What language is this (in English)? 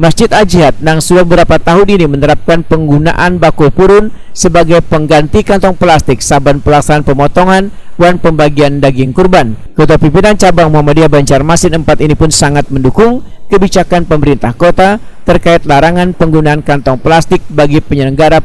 Banjar